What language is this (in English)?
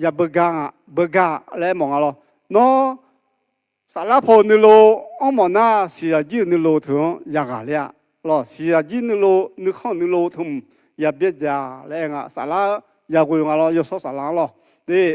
Akha